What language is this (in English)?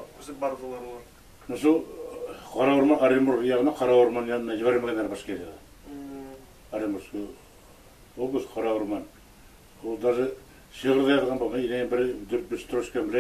Bashkir